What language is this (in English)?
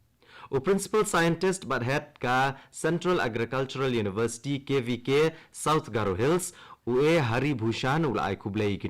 Khasi